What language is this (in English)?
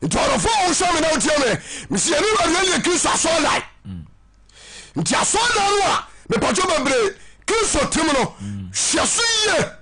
Akan